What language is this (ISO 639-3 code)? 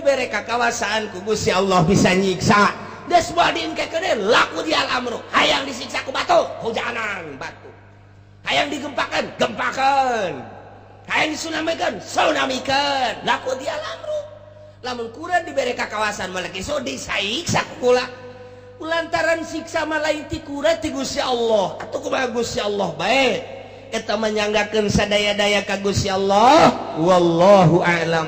sun